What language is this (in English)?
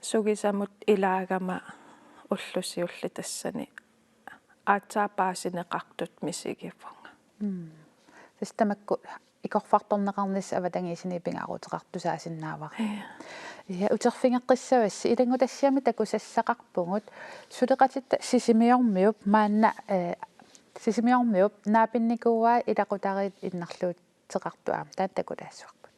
Kalaallisut